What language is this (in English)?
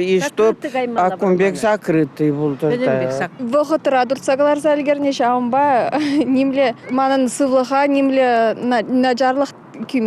Chuvash